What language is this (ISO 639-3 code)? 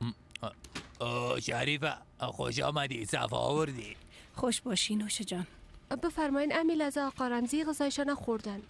fas